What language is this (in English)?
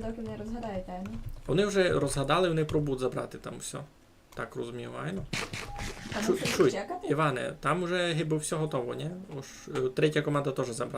Rusyn